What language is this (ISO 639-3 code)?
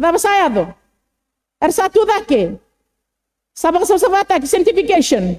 fij